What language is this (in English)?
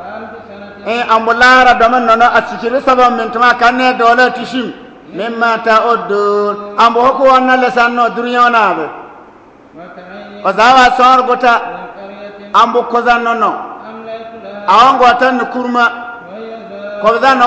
Bissa